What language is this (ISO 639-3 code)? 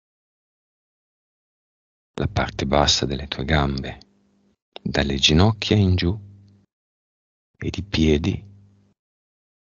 ita